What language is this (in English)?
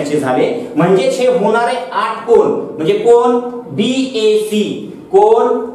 Marathi